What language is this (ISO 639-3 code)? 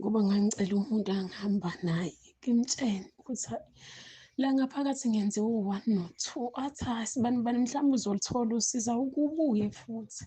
zul